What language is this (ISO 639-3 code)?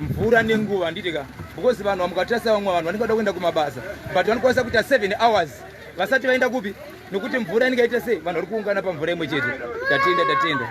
sna